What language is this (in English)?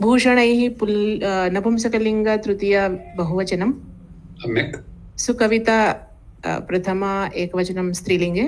Sanskrit